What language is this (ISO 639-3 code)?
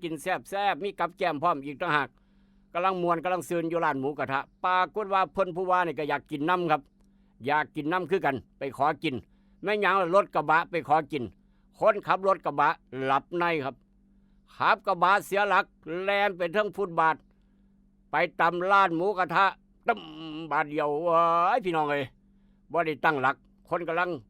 tts